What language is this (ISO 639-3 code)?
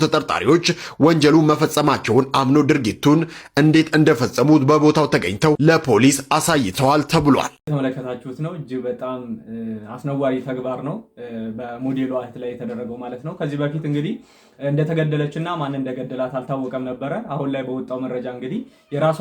amh